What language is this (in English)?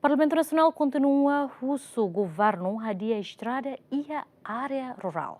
Tetum